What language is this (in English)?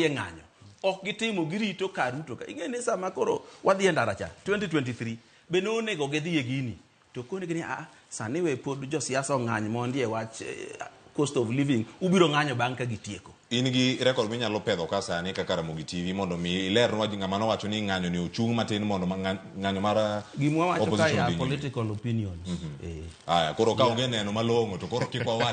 Luo (Kenya and Tanzania)